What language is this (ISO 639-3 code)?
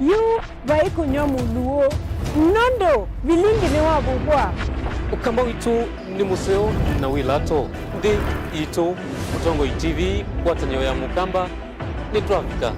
kam